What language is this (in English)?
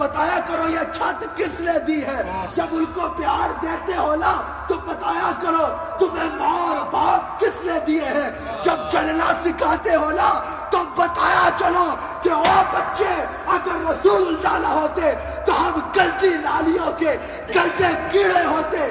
Urdu